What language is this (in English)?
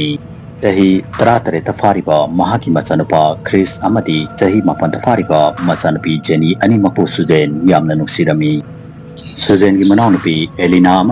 Manipuri